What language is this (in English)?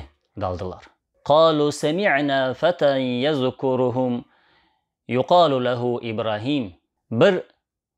Crimean Tatar